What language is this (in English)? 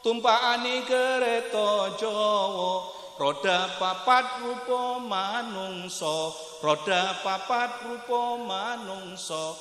Madurese